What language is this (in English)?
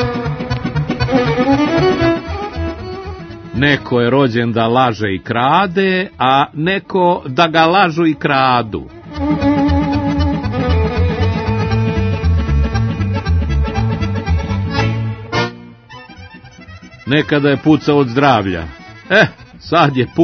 Serbian